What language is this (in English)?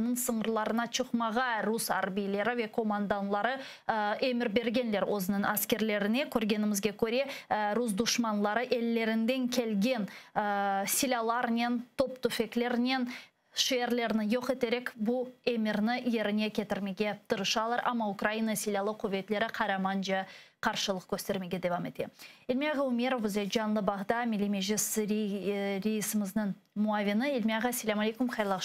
Crimean Tatar